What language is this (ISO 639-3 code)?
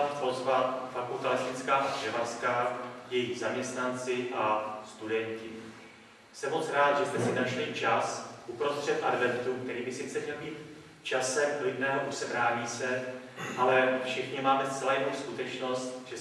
ces